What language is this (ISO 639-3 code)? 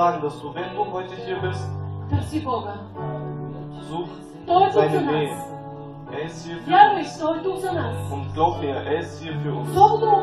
bul